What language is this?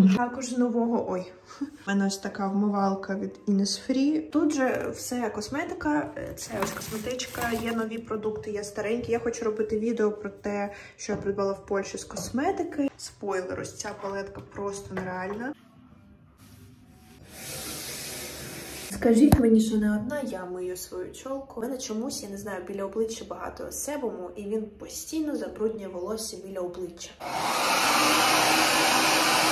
Ukrainian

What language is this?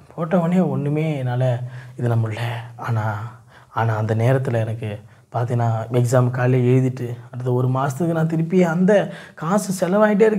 Tamil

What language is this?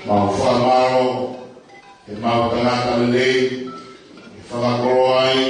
Tongan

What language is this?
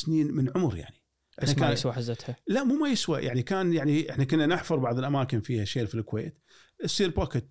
Gulf Arabic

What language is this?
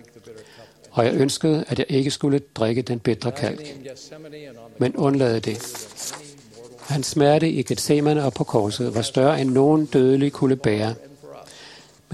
Danish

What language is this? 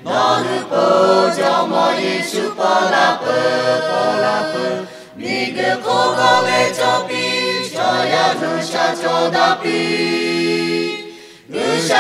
Lahu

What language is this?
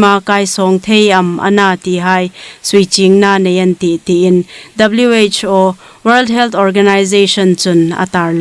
Hmar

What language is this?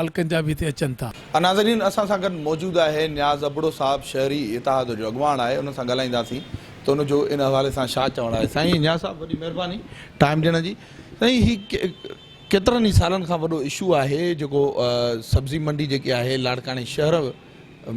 Sindhi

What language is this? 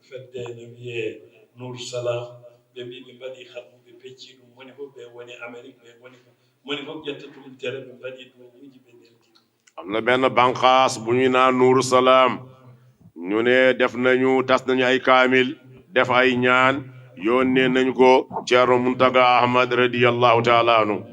Fula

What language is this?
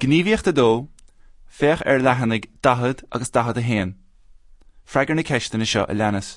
Irish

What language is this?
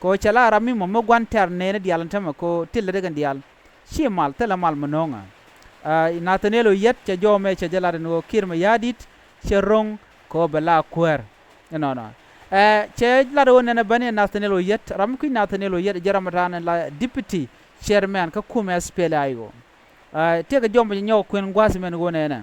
Nuer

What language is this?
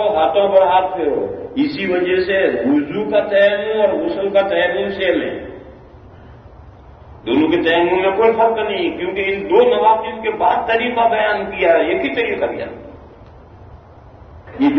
Urdu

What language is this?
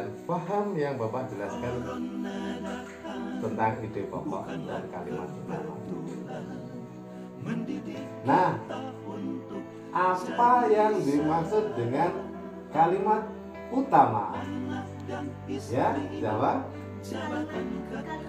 Indonesian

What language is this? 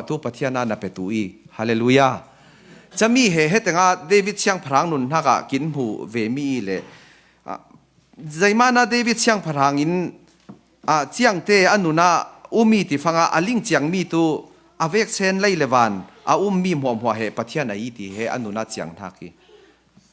Falam Chin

